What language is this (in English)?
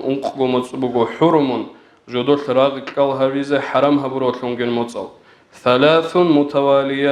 Avaric